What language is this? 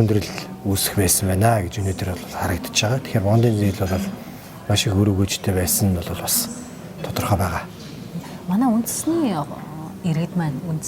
Mongolian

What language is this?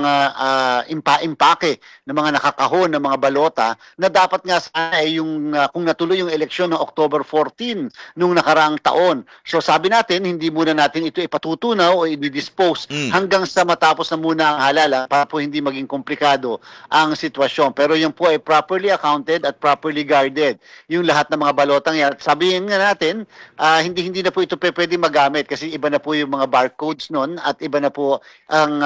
Filipino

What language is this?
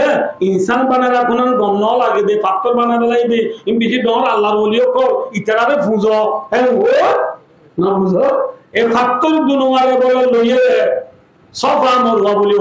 Rohingya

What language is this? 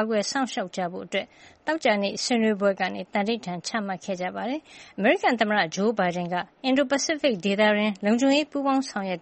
Burmese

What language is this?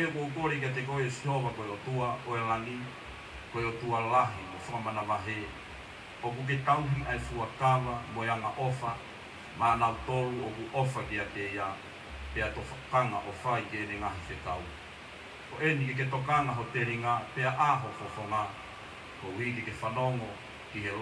Tongan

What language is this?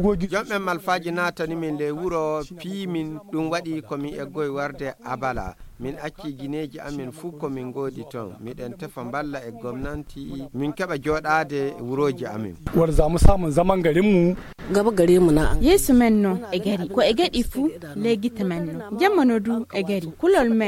Nigerian Fulfulde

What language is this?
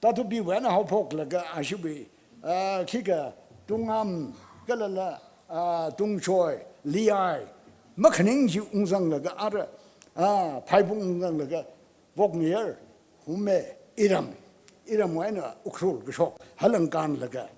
Tangkhul Naga (India)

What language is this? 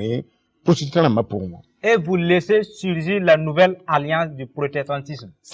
Mossi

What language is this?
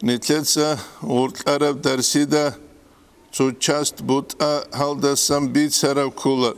Avaric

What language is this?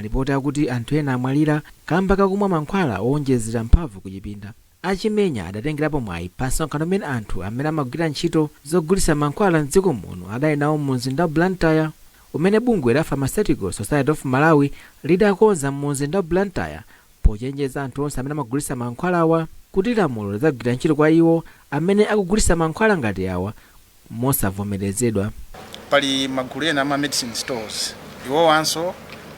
Nyanja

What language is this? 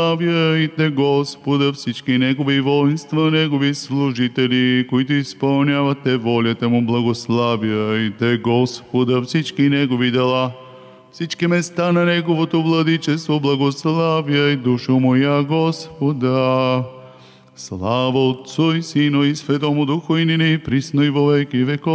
Bulgarian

